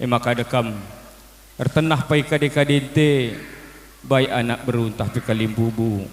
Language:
Batak Karo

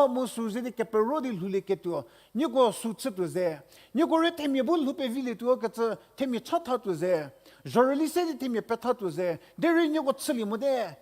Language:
Angami Naga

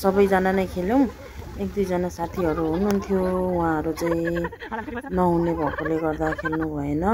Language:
Nepali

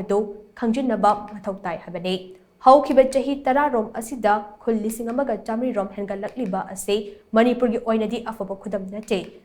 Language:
Manipuri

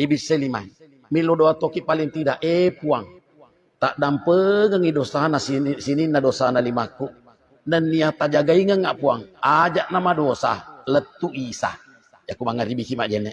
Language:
Buginese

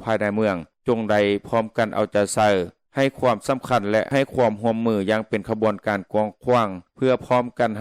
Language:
Lao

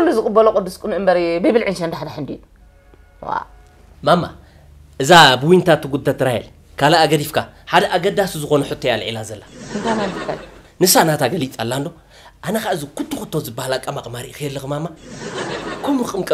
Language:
Tigrinya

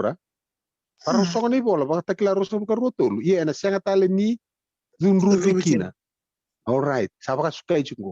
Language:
Fijian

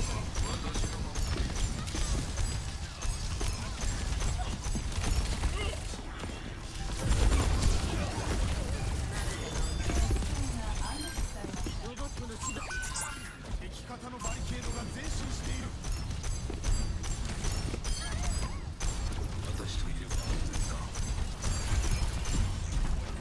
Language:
Japanese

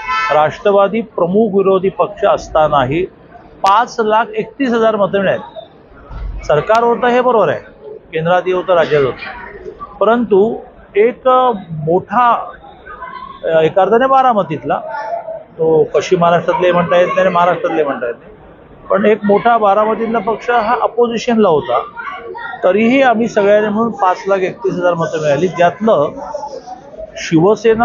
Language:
Marathi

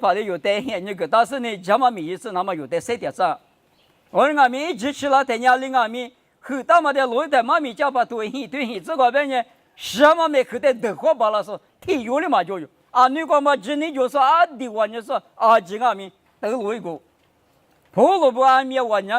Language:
Lisu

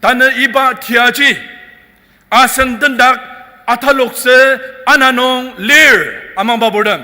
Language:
Ao Naga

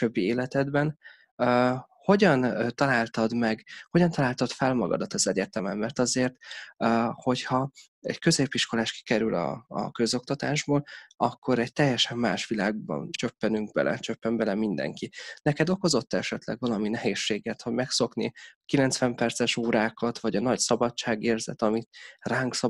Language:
Hungarian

